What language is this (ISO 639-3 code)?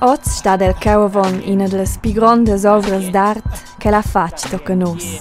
roh